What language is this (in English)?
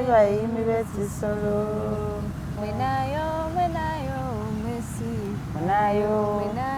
Masaaba